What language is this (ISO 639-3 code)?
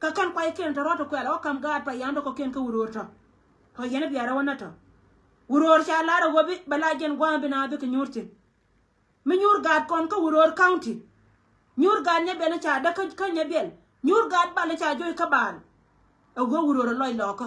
nus